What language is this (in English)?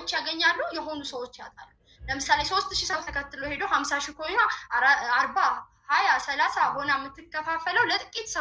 Amharic